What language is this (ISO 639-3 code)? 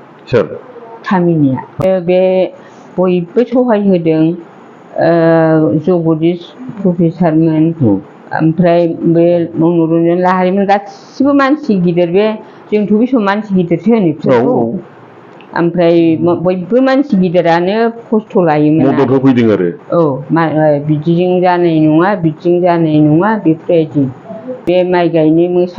brx